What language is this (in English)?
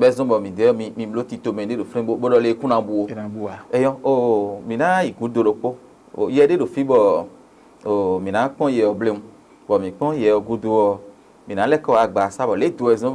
Fon